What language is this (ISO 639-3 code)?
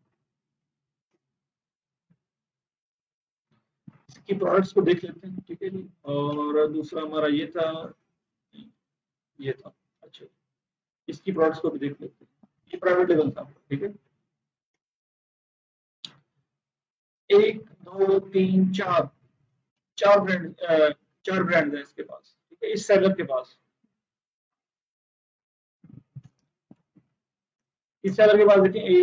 hin